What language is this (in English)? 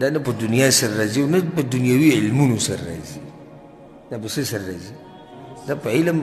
Pashto